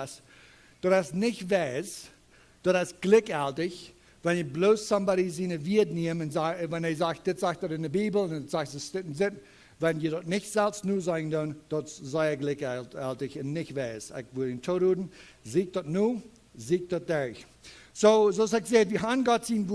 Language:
Plautdietsch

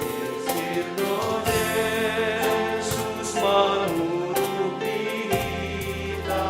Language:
Batak Simalungun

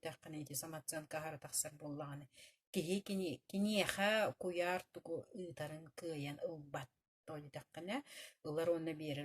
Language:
Yakut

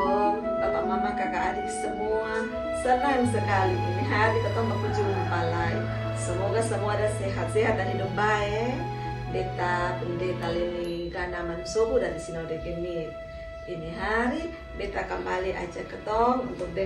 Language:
Kupang Malay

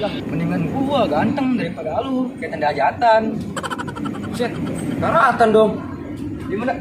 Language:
Betawi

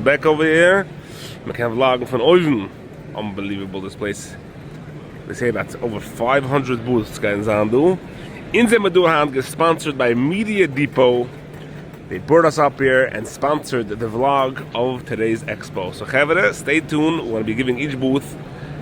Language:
Yiddish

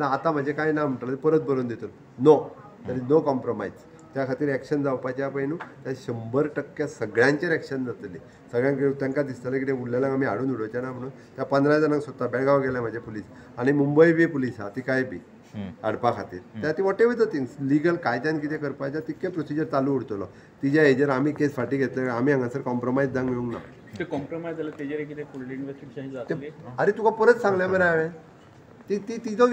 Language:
Konkani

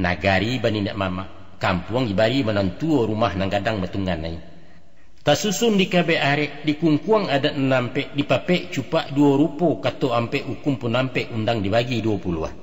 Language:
Minangkabau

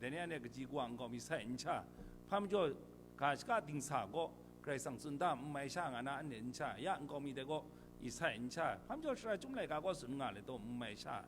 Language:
Kachin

